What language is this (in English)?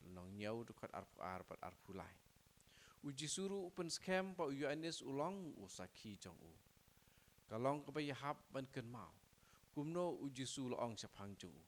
Khasi